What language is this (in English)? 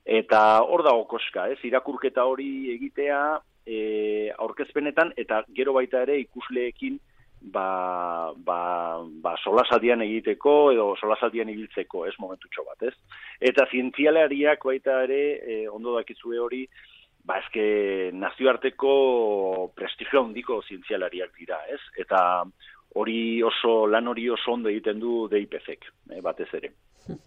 Basque